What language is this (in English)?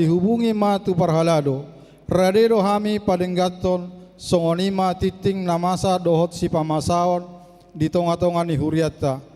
Batak Toba